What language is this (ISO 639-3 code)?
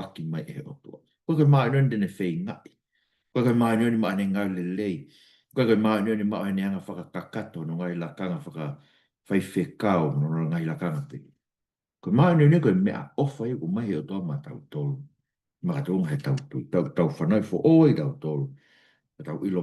ton